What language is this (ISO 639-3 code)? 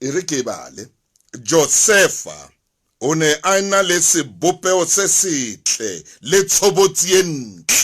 sot